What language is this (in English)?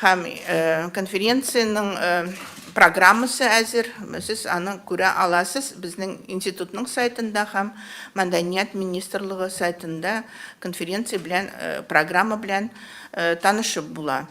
Tatar